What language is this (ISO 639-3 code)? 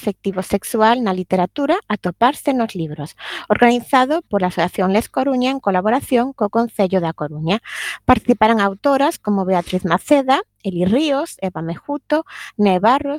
glg